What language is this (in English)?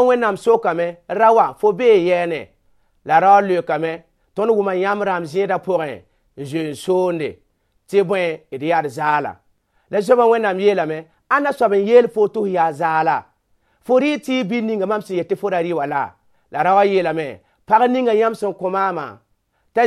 Mossi